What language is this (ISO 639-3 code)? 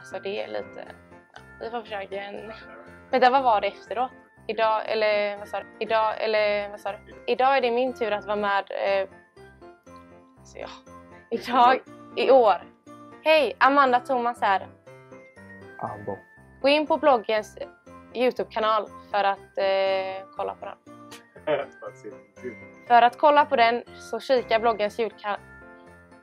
swe